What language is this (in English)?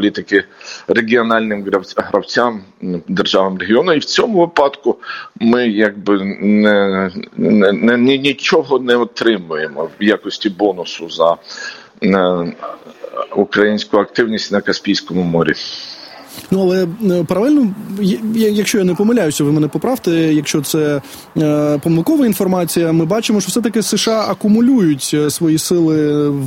Ukrainian